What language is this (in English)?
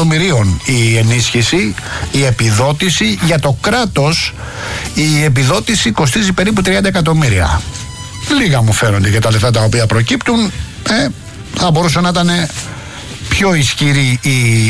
Greek